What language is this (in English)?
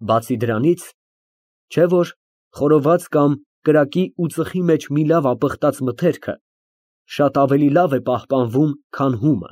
Armenian